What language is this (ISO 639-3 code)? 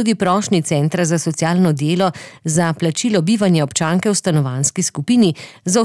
slv